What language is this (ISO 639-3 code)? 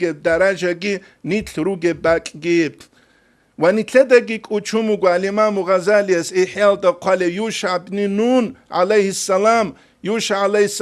ava